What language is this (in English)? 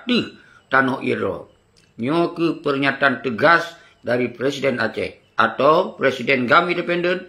Achinese